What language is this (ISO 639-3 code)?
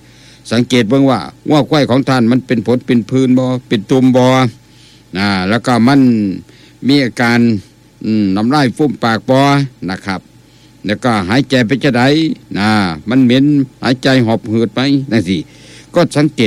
tts